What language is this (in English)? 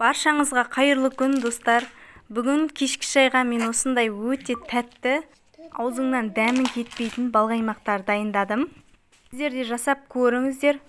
Kazakh